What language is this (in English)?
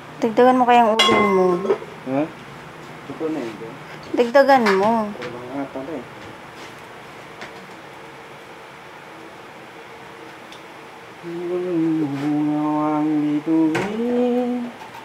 Filipino